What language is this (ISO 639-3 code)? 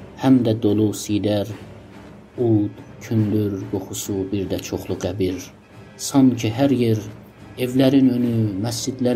azb